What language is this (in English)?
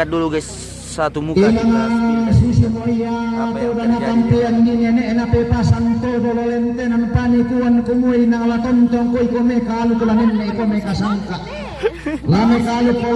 Toraja-Sa'dan